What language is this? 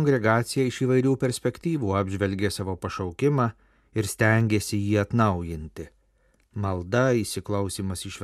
Lithuanian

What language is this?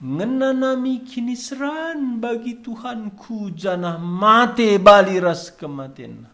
Batak Karo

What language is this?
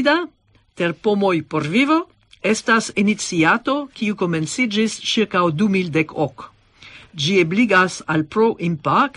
Esperanto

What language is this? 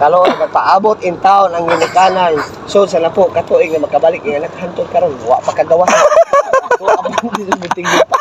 Cebuano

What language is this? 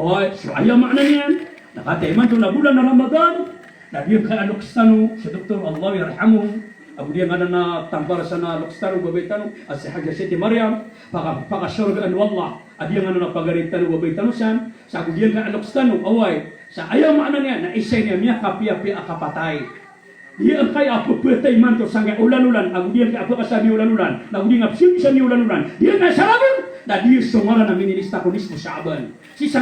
Maranao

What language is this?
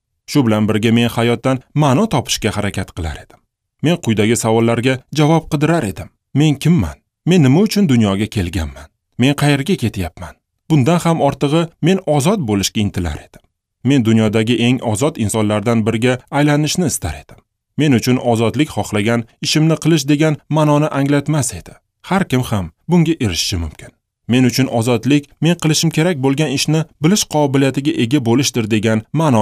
Uzbek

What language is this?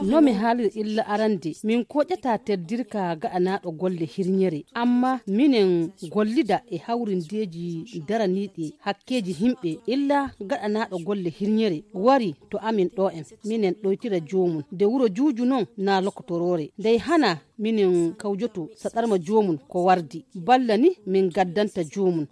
Fula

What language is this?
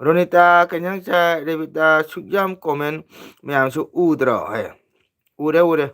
Manipuri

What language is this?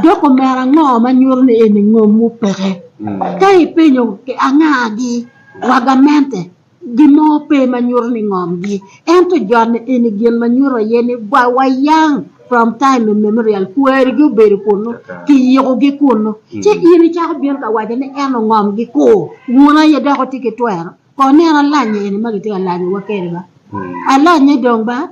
Acoli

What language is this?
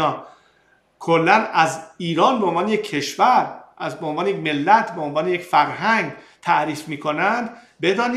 Persian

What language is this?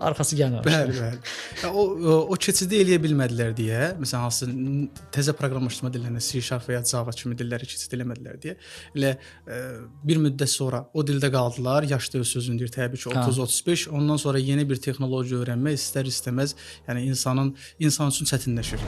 Azerbaijani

